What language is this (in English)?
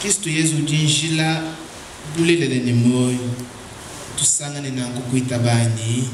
Luba-Lulua